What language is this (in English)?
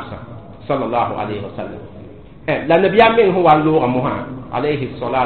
Mossi